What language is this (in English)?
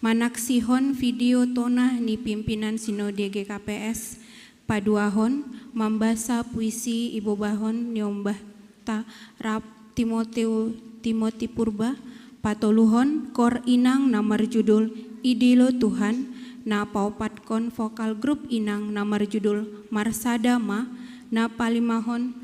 Batak Simalungun